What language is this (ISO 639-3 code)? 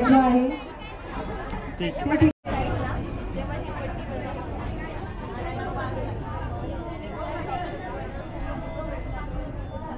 mar